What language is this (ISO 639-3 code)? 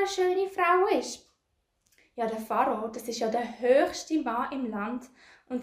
gsw